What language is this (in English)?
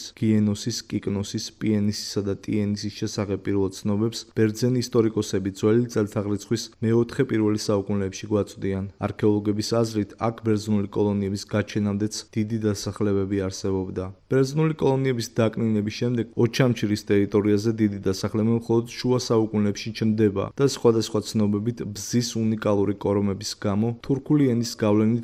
Georgian